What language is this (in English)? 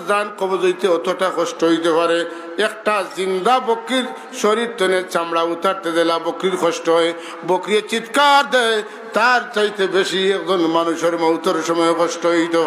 Sylheti